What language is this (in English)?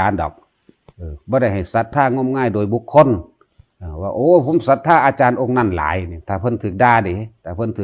Northeastern Thai